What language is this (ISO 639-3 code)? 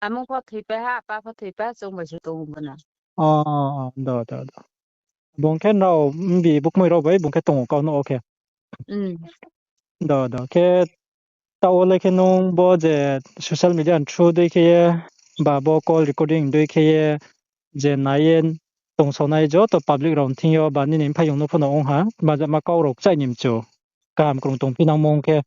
ria